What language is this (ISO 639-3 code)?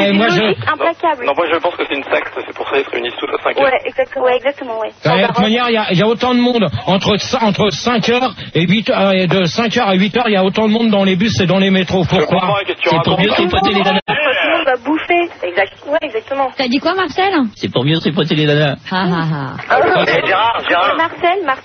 fra